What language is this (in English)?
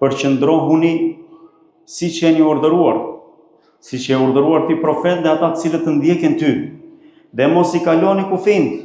Albanian